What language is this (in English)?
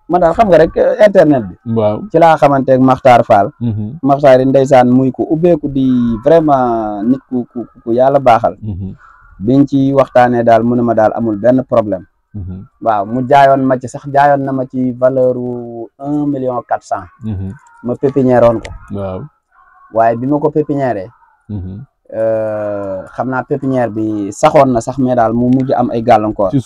Wolof